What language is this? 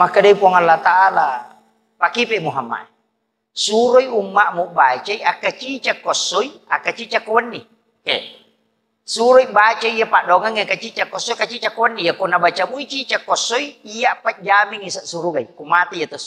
Buginese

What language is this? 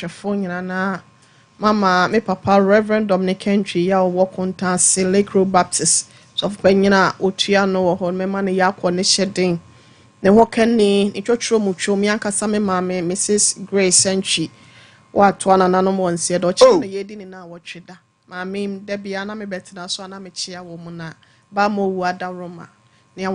Akan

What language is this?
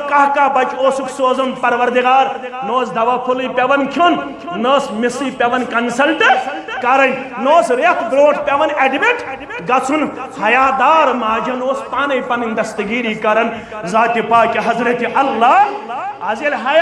Kashmiri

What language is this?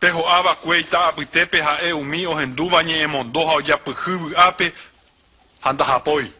Guarani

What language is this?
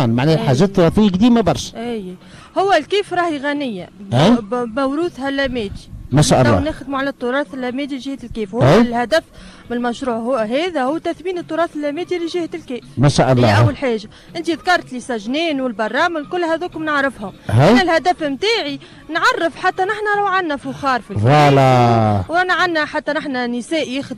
Tunisian Arabic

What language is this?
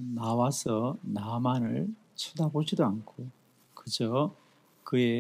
Korean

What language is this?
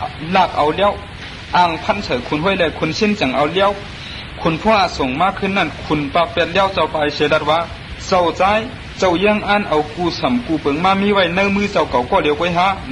Shan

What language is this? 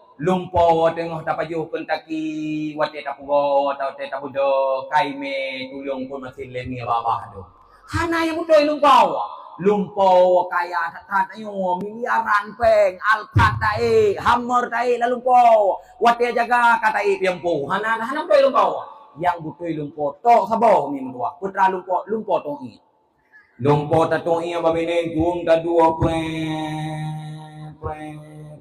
Achinese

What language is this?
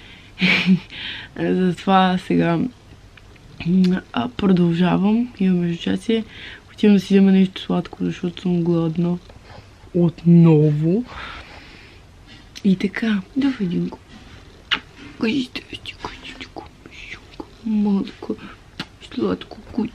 Bulgarian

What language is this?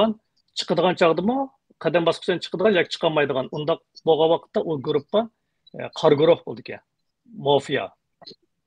Uyghur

